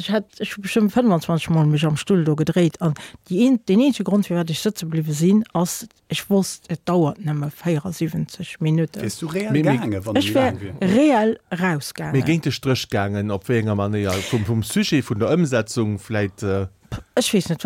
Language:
Luxembourgish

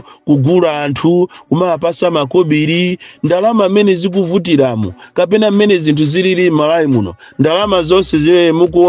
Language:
Nyanja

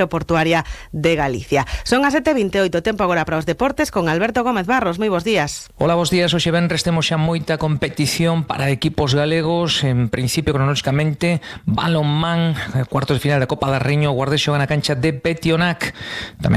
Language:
Galician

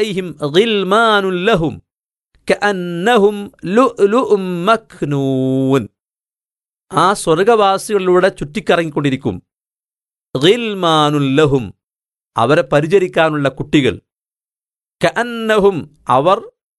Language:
Malayalam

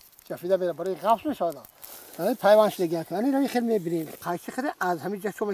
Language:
Tajik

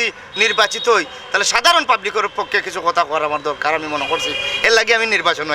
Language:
Sylheti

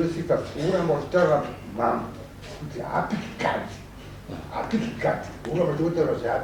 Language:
Shona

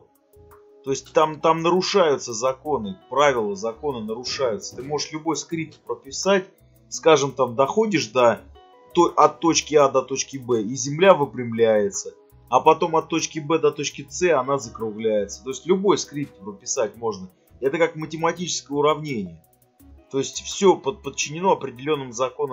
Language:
Russian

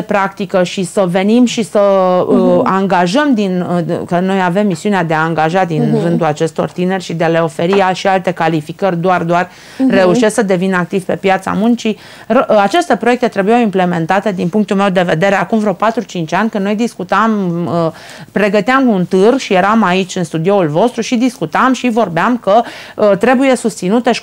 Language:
Romanian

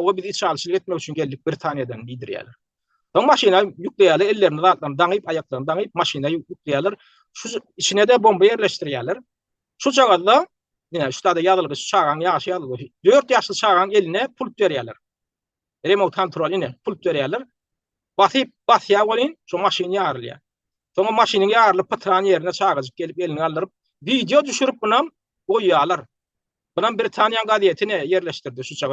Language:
Turkmen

